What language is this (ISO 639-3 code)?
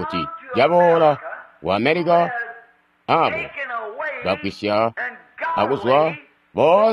toi